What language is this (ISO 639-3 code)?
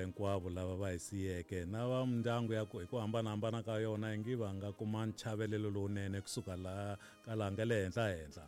tso